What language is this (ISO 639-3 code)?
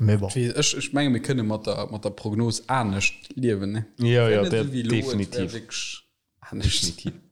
ltz